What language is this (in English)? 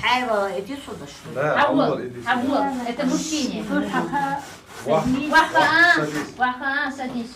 Chechen